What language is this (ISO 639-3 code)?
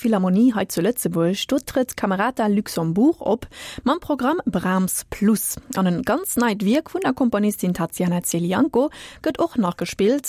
ltz